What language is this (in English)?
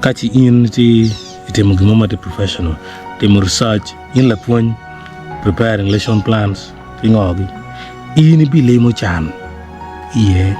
Acoli